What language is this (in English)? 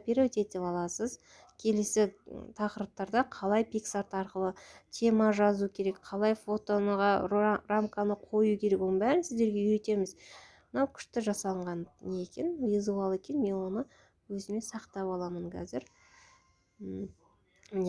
Kazakh